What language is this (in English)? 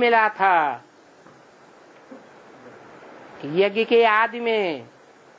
Hindi